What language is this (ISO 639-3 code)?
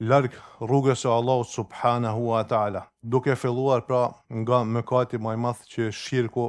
sqi